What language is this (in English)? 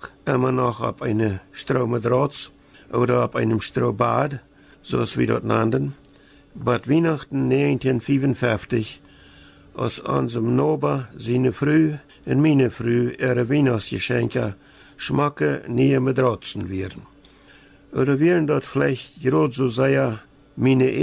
Plautdietsch